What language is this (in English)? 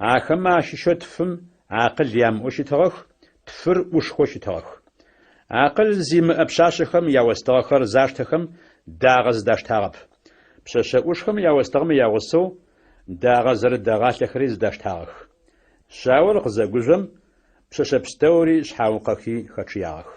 Adyghe